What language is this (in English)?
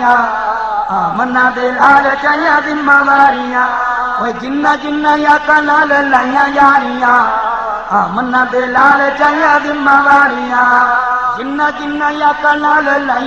Saraiki